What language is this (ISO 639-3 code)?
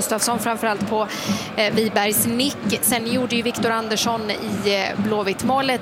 swe